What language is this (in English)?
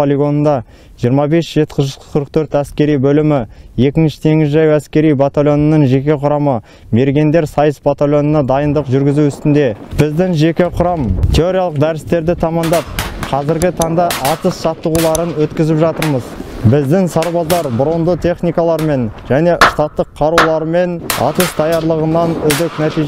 Kazakh